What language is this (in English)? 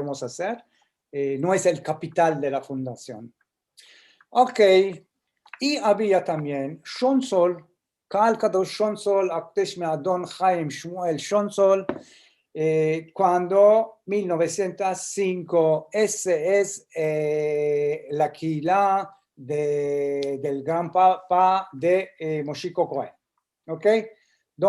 Ladino